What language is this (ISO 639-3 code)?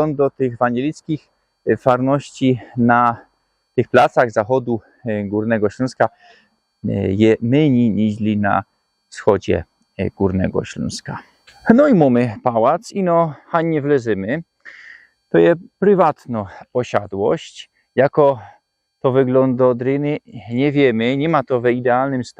szl